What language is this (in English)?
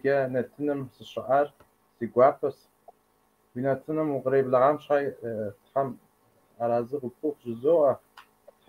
Kabardian